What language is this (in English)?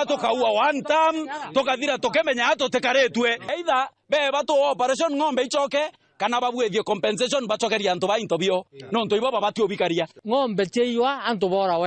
Meru